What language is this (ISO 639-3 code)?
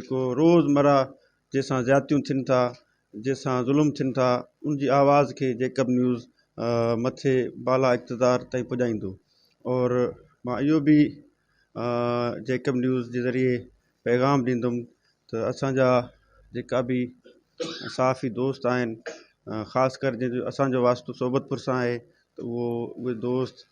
snd